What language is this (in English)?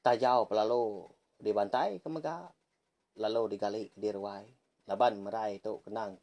Iban